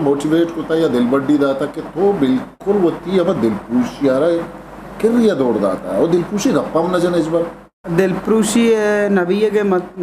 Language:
Eastern Balochi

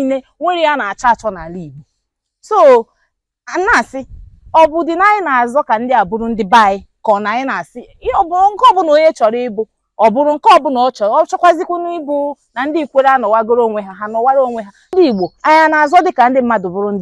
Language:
Igbo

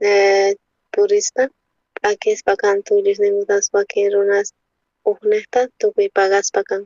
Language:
South Bolivian Quechua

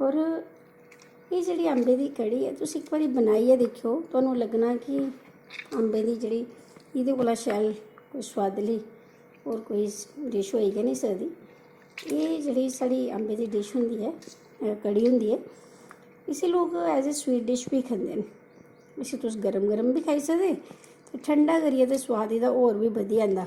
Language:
Dogri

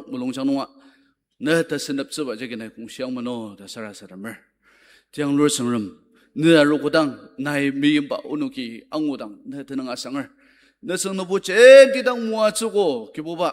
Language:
Ao Naga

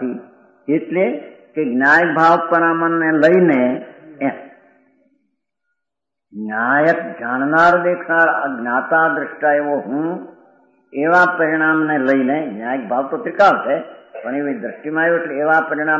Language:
Gujarati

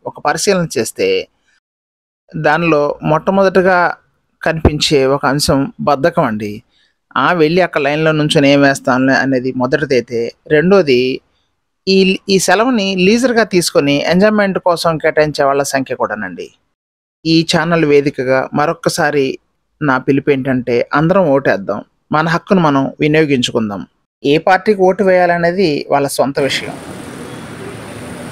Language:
Telugu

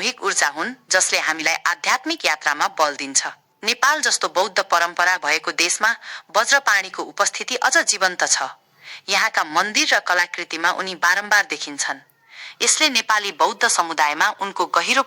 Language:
Nepali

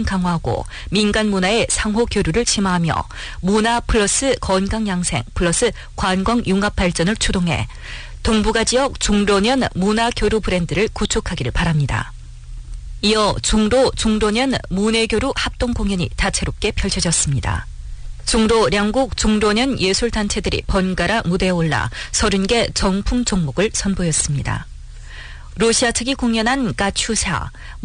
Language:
Korean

